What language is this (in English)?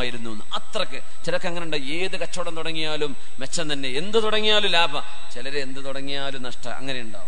Malayalam